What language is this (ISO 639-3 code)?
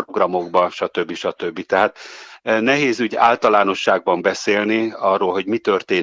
hun